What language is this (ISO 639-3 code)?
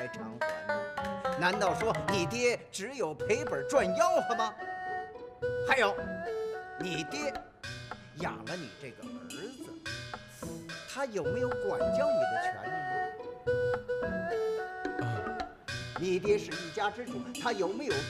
zho